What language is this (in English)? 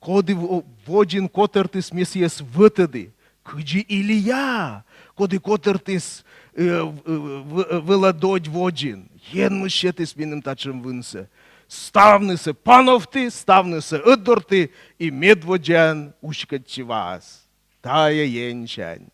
Komi